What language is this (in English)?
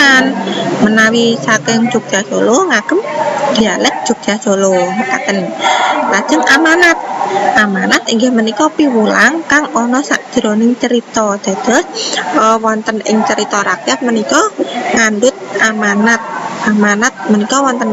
Javanese